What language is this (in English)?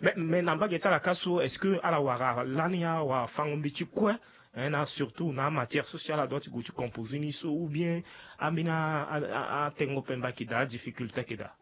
Sango